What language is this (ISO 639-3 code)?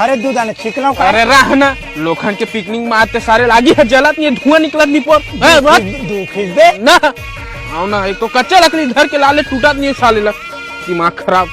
hne